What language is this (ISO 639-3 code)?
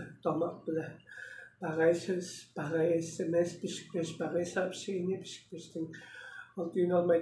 tyv